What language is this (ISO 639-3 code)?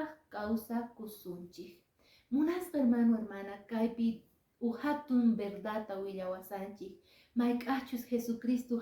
que